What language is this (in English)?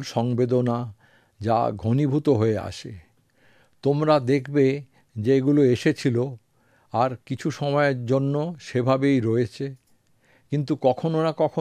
Bangla